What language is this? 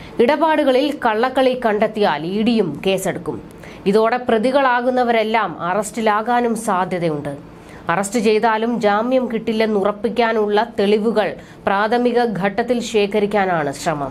Malayalam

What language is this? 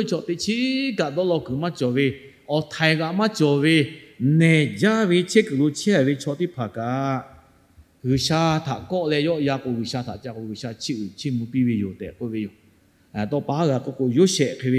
Lahu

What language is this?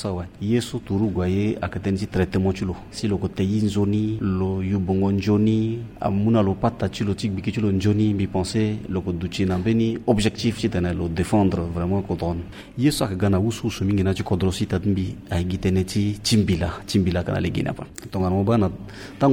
Sango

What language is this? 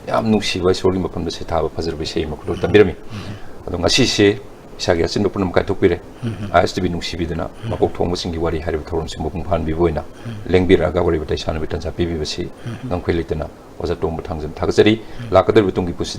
Manipuri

